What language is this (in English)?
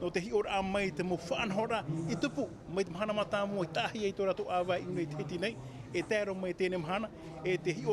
Tahitian